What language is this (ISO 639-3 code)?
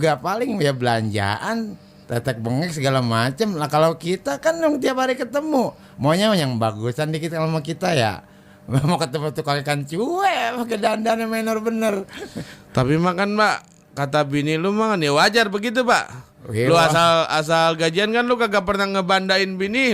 bew